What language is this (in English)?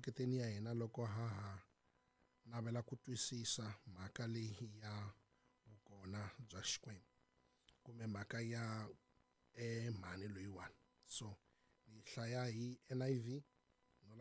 Tsonga